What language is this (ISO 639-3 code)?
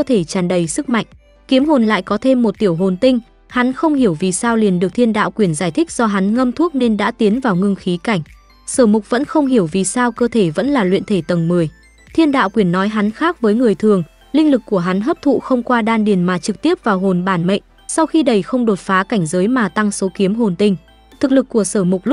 vie